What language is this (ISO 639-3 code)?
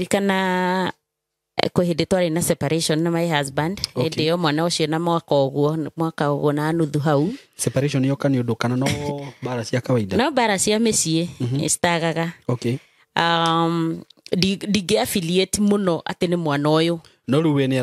kik